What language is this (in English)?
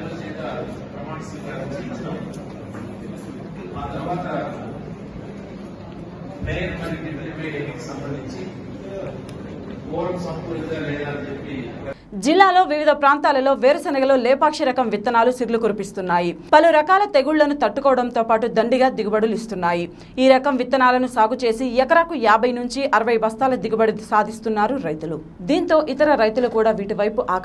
Telugu